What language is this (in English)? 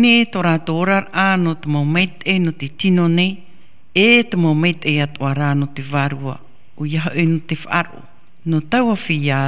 Tahitian